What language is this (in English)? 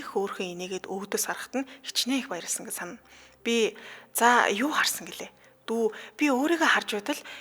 Mongolian